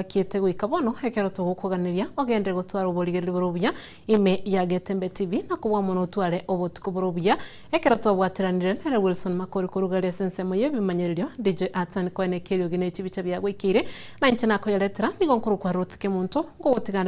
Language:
Gusii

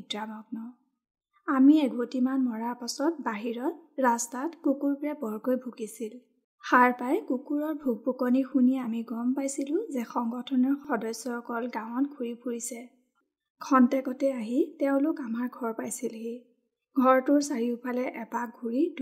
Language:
Assamese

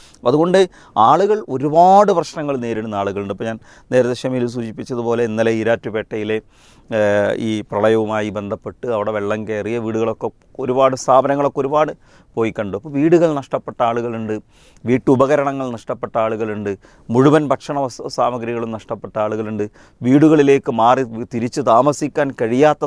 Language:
Malayalam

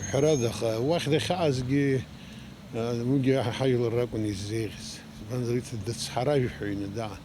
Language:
Abkhazian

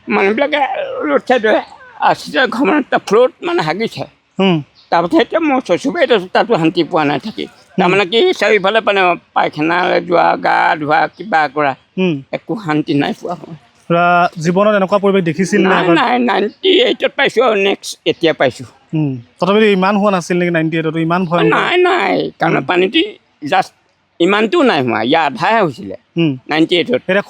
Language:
Assamese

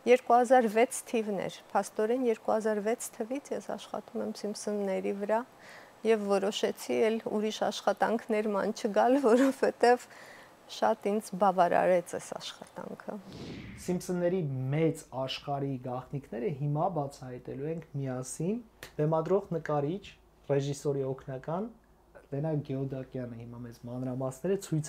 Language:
Armenian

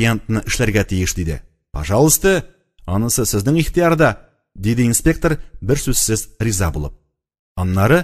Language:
Tatar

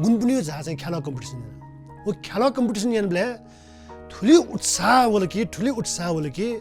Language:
Newari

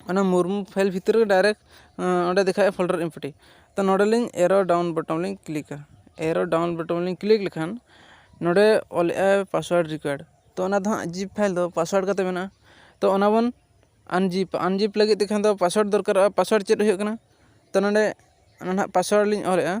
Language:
Santali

